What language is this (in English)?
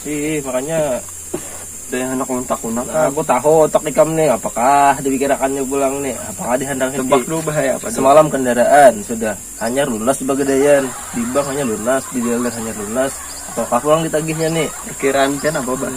Banjar